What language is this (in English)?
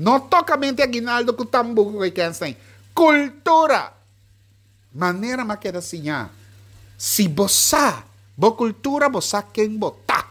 Papiamento